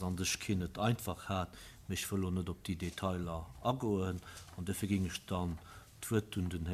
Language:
Luxembourgish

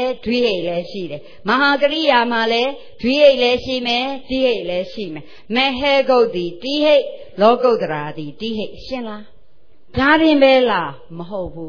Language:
Burmese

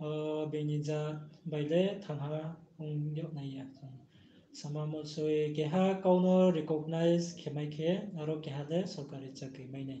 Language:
Riang (India)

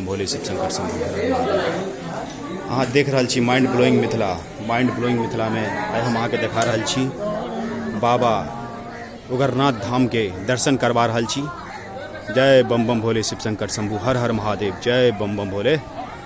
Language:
Maithili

